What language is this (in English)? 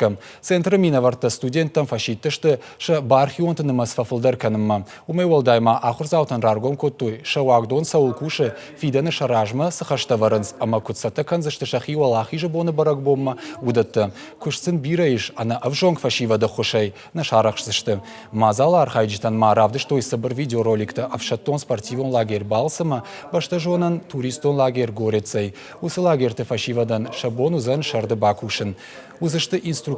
Ossetic